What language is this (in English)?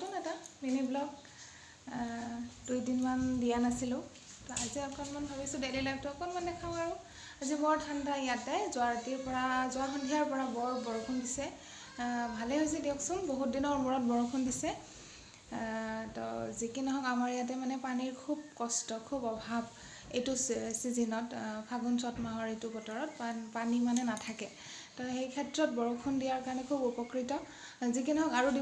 Assamese